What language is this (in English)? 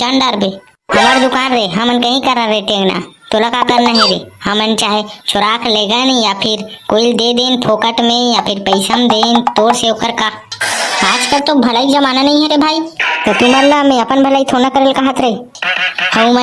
Chhattisgarhi